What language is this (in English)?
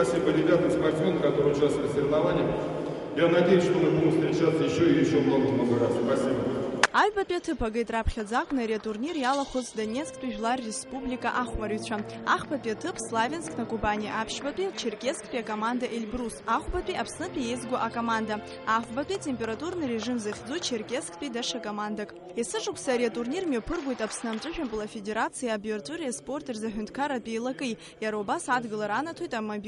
Abkhazian